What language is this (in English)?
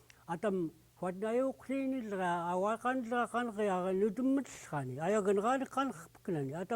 Central Yupik